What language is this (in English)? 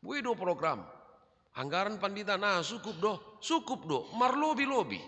Batak Simalungun